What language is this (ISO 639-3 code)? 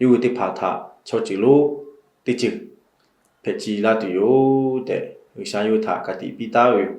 lhu